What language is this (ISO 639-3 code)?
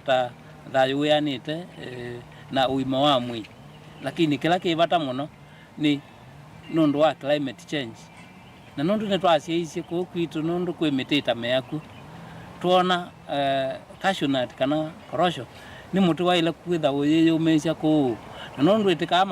kam